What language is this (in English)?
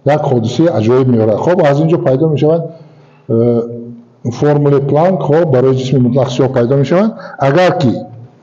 Tajik